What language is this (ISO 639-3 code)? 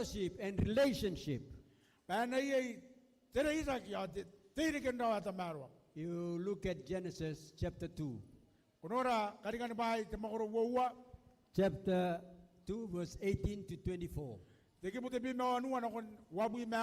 gil